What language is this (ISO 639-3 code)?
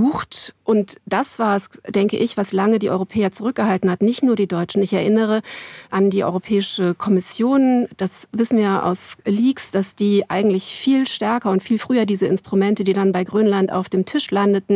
deu